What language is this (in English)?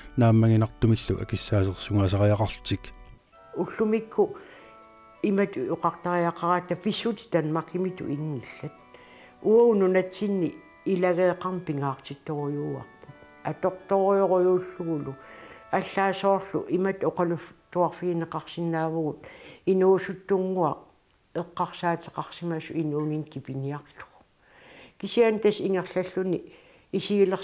Kalaallisut